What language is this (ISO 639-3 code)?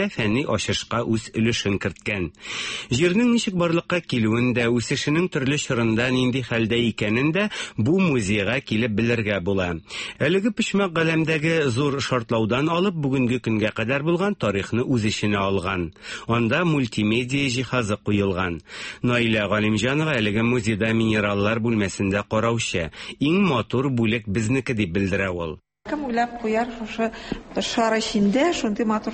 tat